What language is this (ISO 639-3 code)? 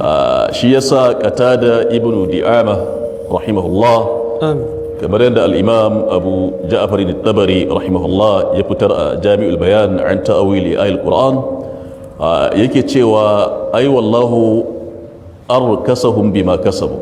hau